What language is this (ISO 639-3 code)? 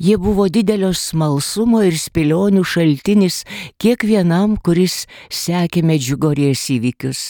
lit